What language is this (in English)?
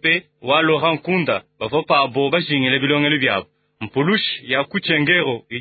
Luba-Lulua